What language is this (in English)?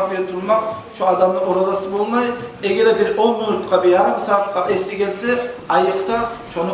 Kumyk